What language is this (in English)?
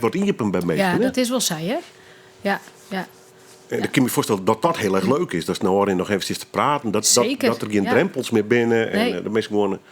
Western Frisian